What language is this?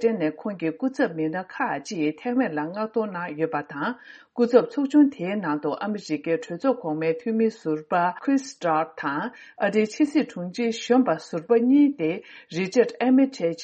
Tibetan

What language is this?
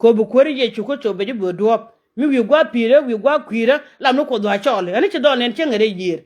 Nuer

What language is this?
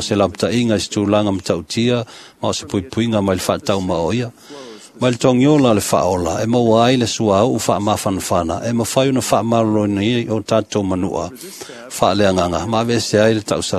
Samoan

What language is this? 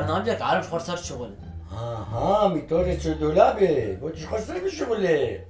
Kurdish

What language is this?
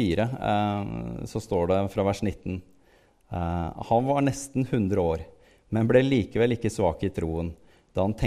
Norwegian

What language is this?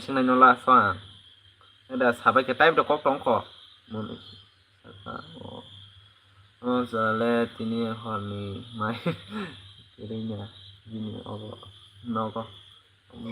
Kok Borok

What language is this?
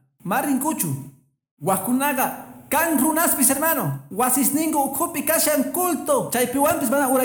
Quechua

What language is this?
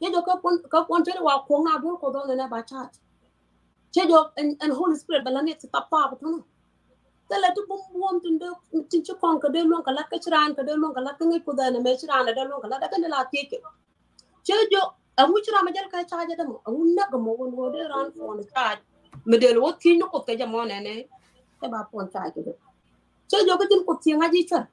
Nuer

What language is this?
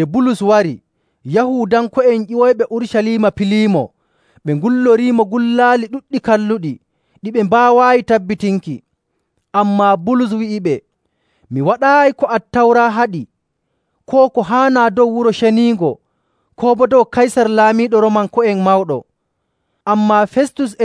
Nigerian Fulfulde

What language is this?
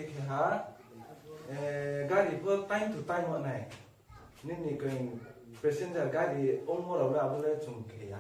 Riang (India)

